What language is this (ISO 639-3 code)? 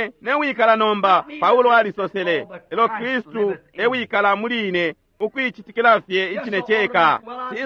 bem